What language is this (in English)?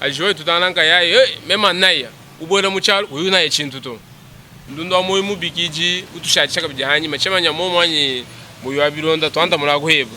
Luba-Lulua